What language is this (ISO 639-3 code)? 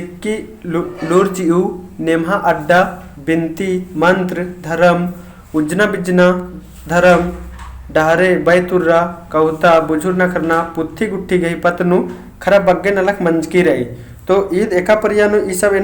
kru